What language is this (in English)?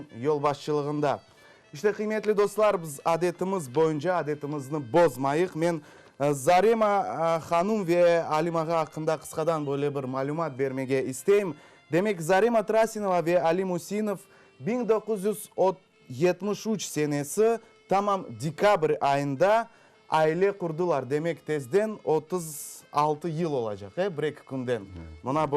Crimean Tatar